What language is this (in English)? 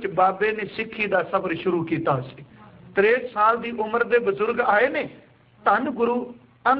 Punjabi